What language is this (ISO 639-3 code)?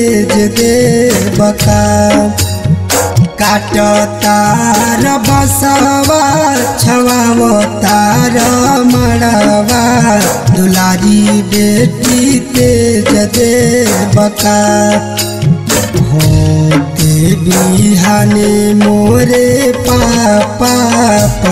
bho